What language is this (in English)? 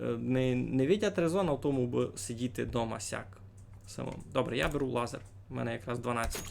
Rusyn